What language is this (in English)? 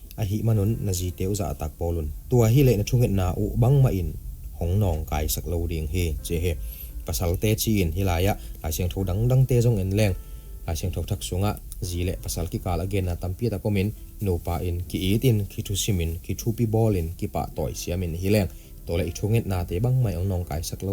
Tedim Chin